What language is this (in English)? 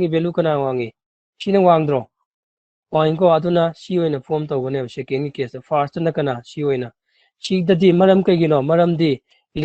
Manipuri